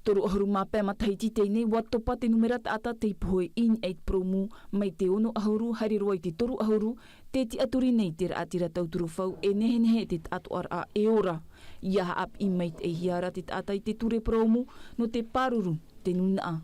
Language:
Tahitian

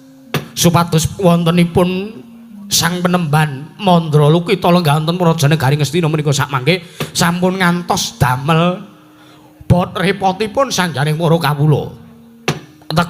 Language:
Javanese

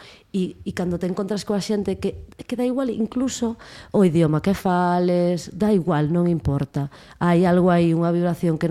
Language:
Galician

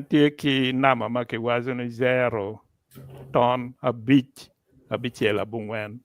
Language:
Acoli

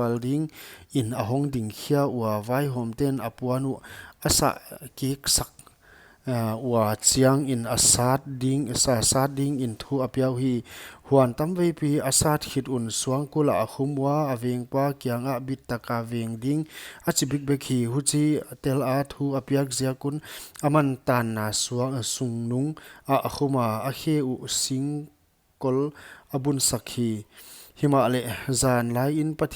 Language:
Paite Chin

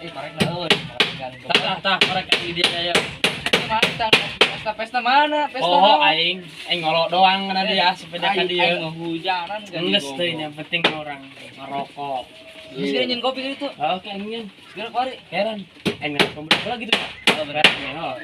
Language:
Sundanese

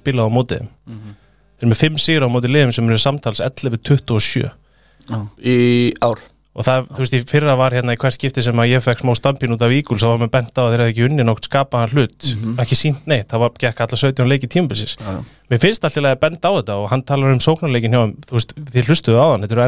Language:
Icelandic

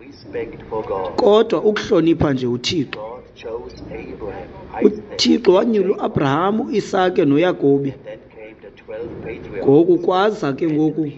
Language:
Xhosa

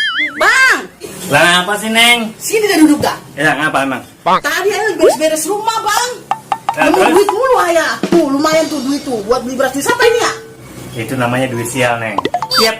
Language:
Betawi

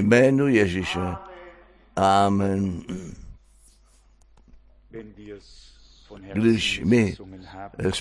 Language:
Czech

